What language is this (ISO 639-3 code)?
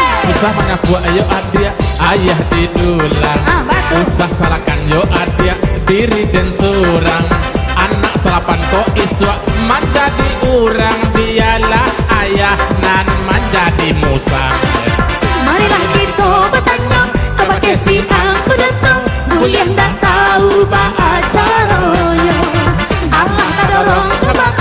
min